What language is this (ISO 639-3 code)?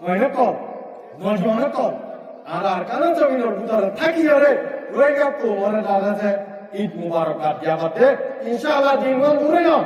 rhg